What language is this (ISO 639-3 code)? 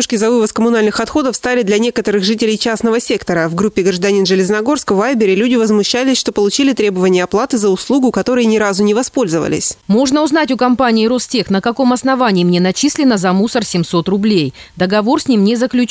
rus